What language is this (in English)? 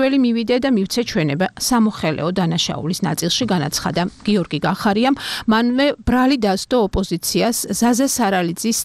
Georgian